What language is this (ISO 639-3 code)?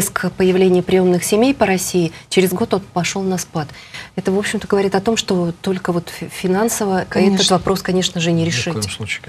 rus